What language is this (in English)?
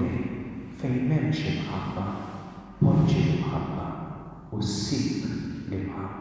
Maltese